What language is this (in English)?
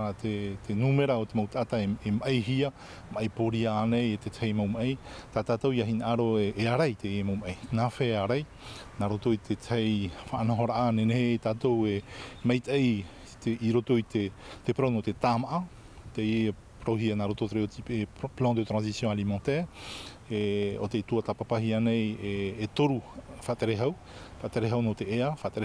Tahitian